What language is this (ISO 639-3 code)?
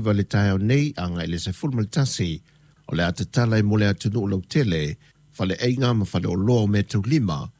smo